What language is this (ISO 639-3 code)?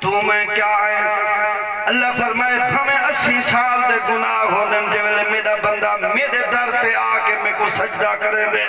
skr